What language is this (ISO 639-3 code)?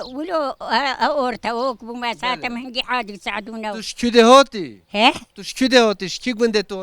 kur